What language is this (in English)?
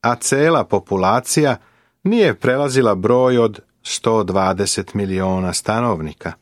Serbian